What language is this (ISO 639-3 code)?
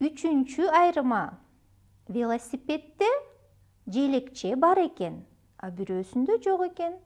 kir